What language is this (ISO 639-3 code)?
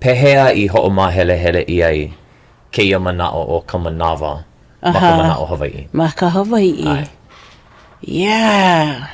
haw